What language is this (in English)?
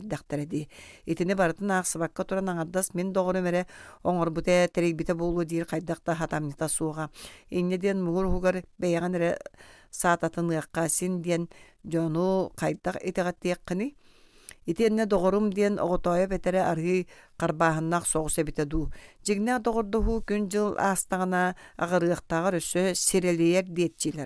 Yakut